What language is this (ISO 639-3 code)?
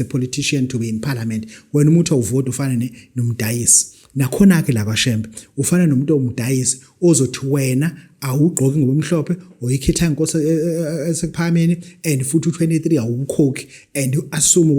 zul